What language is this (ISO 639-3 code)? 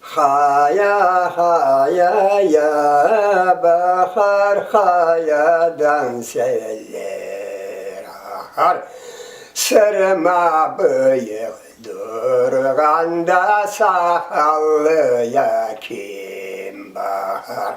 crh